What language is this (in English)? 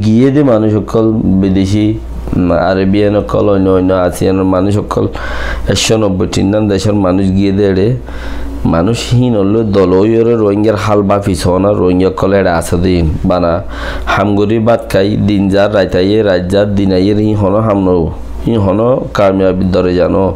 Rohingya